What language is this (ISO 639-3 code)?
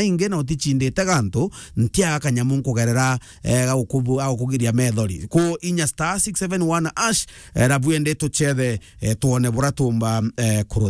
mer